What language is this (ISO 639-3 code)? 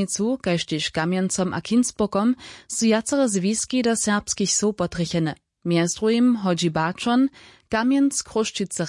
hsb